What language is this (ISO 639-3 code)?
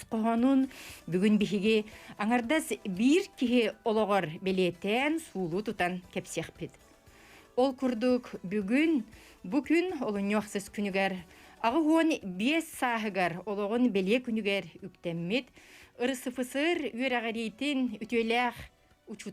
sah